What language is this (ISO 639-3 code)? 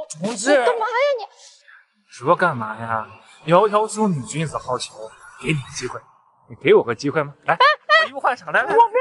zho